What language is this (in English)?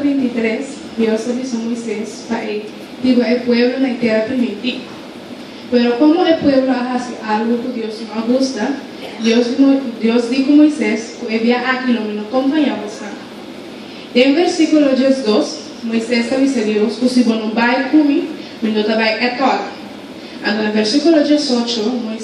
Papiamento